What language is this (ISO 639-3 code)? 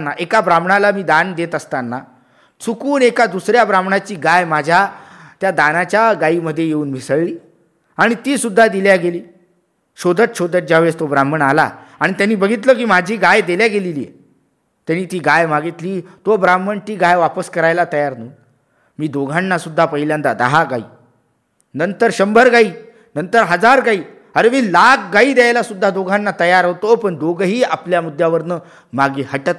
mar